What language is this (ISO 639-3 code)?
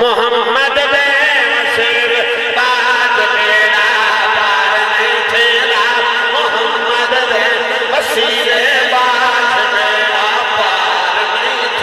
skr